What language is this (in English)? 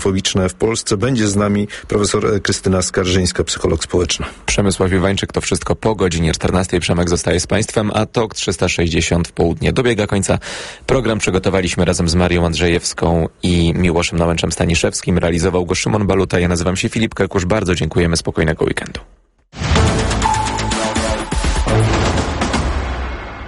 Polish